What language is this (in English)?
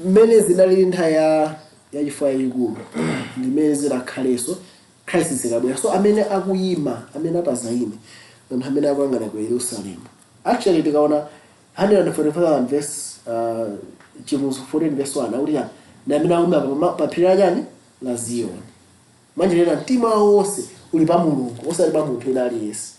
Nyanja